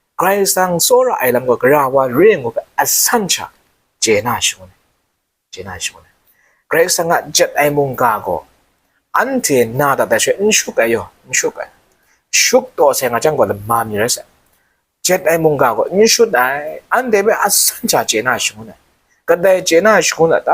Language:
Kachin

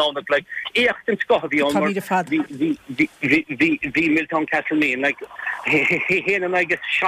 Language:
Irish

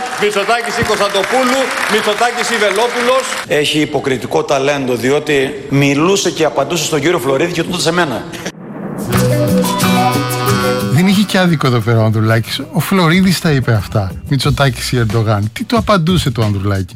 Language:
Greek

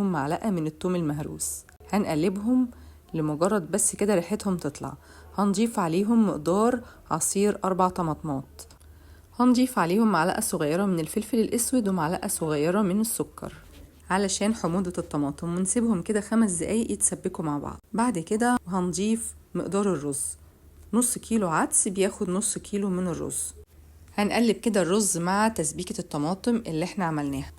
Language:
Egyptian Arabic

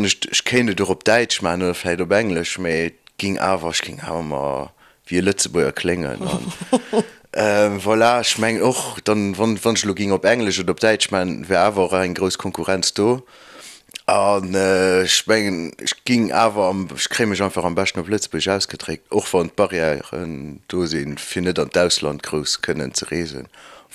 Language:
Luxembourgish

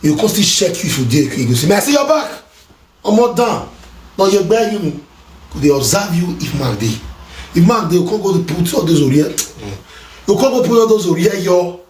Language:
Nigerian Pidgin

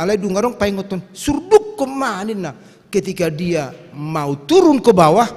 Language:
Batak Toba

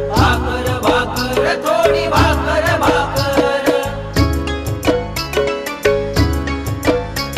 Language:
Marathi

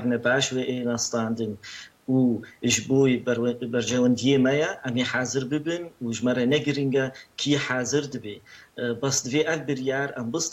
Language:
Kurdish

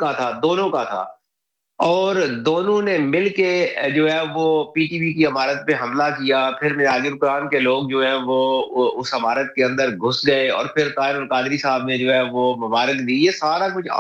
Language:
Urdu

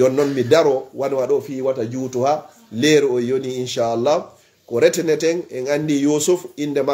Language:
Fula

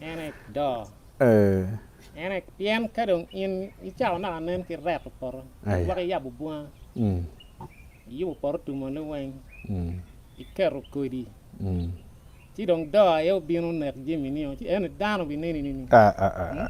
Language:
Acoli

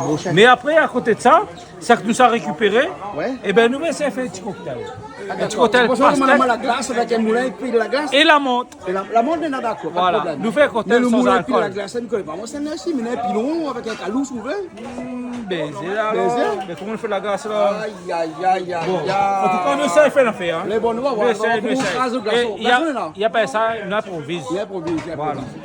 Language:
Réunion Creole French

